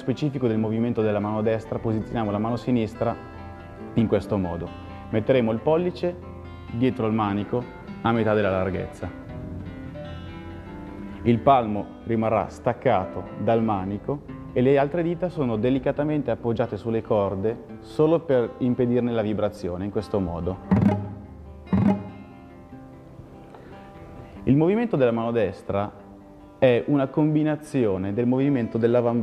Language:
Italian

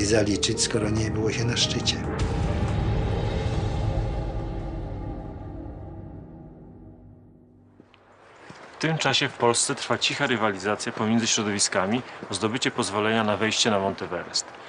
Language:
Polish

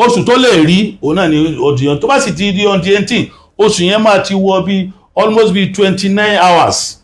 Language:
Yoruba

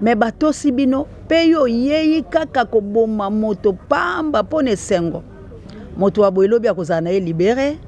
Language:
Lingala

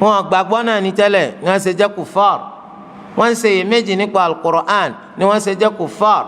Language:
Yoruba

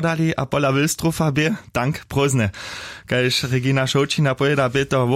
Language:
Upper Sorbian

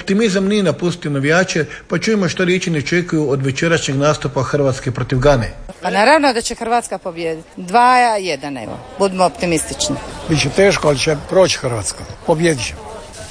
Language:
Croatian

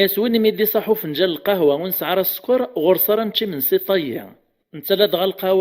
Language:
Kabyle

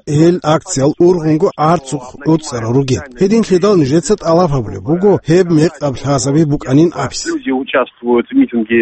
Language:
Avaric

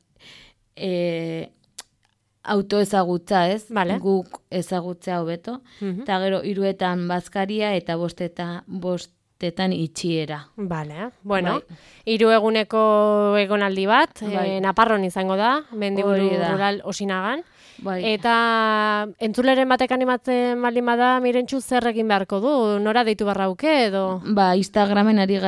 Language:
Basque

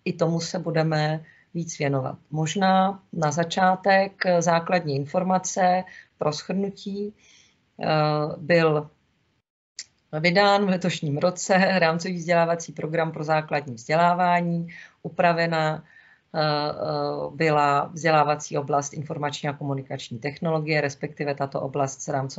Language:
Czech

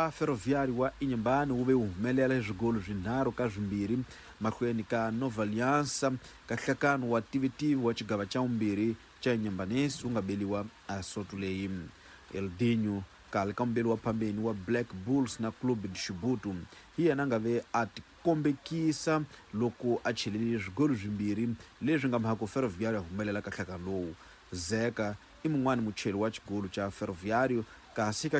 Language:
Tsonga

